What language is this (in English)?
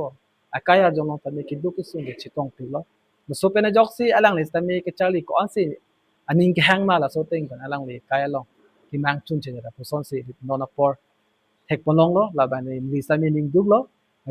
Karbi